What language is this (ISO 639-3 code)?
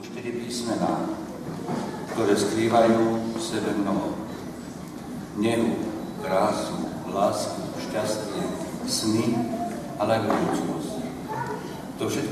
slk